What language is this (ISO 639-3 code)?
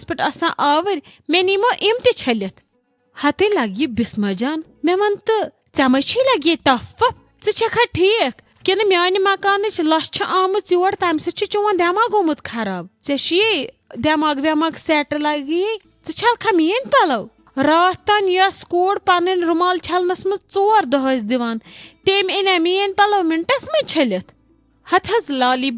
kas